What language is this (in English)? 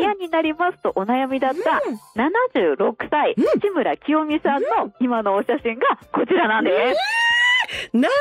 Japanese